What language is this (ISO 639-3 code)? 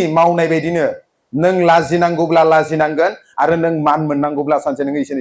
brx